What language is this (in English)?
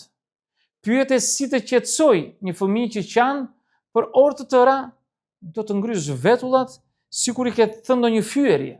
Albanian